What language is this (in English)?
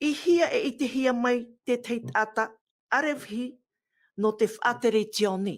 Tahitian